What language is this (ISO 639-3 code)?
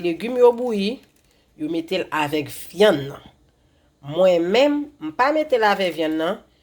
hat